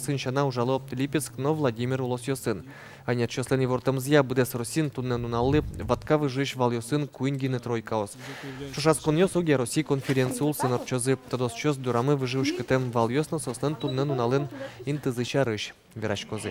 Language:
Udmurt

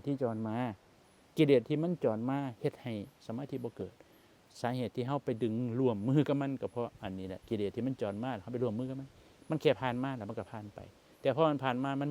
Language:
Northeastern Thai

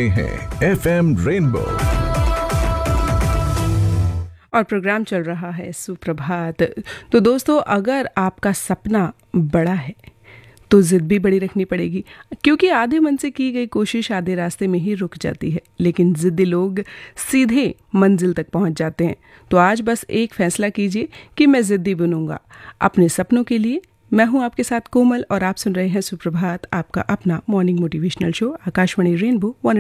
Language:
Hindi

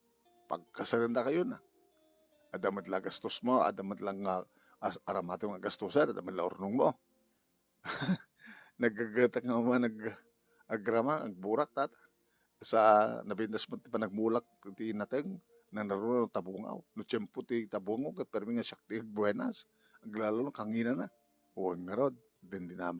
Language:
Iloko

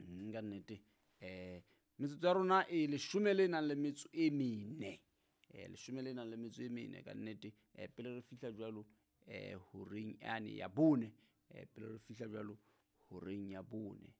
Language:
Southern Sotho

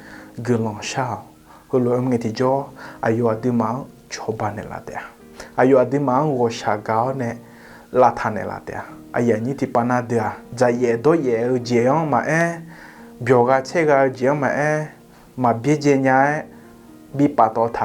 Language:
Akha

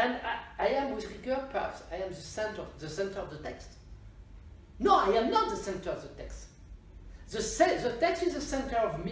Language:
English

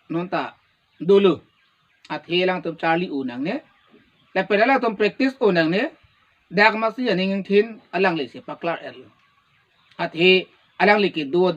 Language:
Karbi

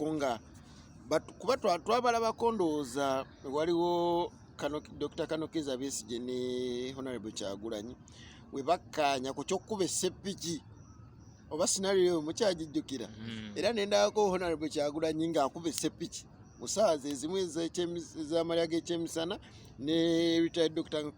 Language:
Ganda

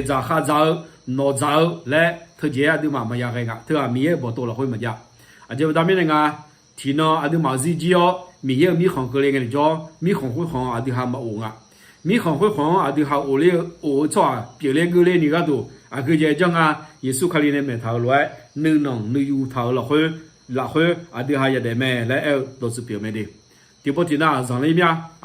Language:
Akha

